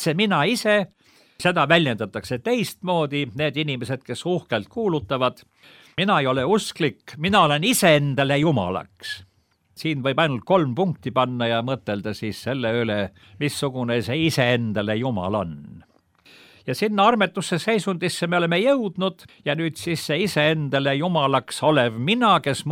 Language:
Estonian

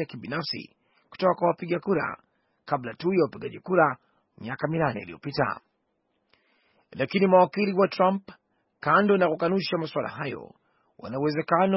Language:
Swahili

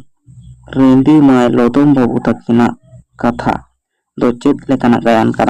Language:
Santali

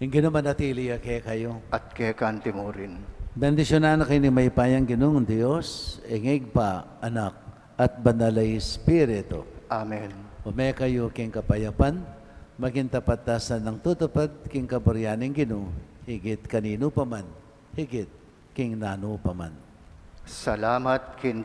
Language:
Pampanga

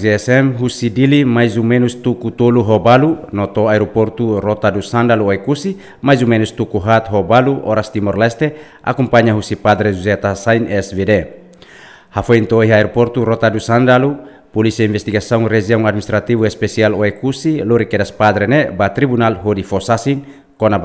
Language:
Tetum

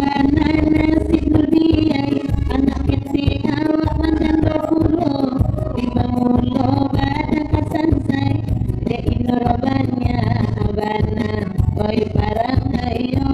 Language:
Minangkabau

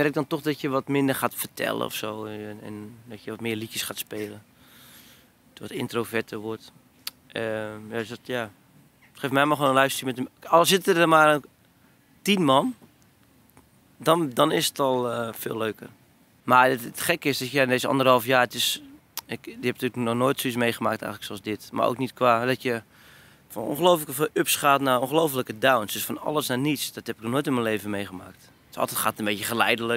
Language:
Dutch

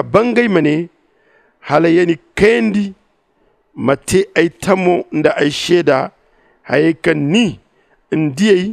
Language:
Zarma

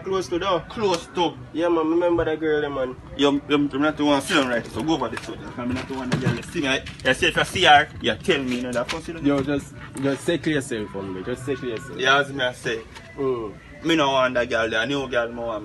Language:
Jamaican Creole English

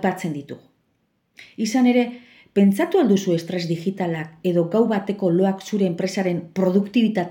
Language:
Basque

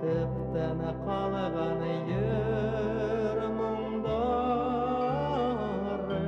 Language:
Bashkir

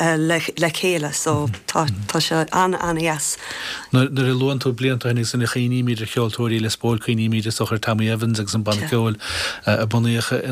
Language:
Irish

